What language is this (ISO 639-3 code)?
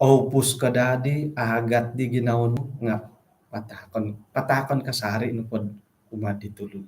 dtp